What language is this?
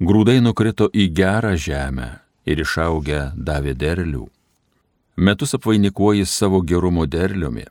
Lithuanian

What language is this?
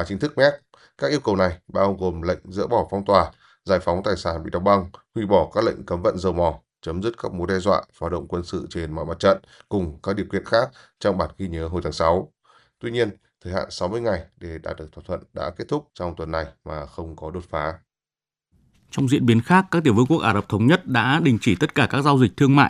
Vietnamese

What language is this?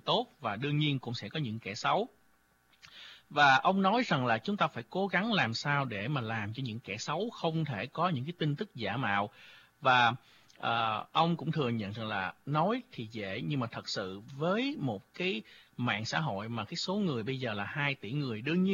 Vietnamese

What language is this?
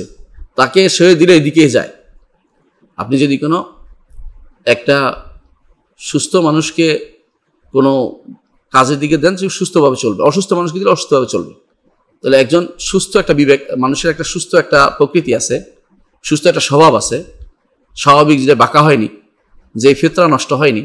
Bangla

